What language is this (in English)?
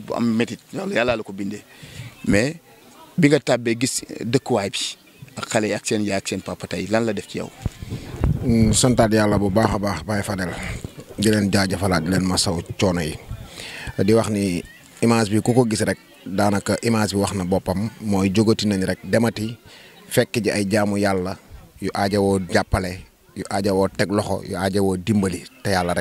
Wolof